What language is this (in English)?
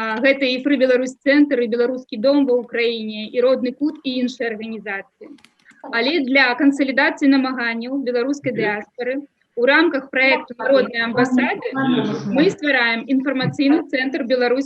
Belarusian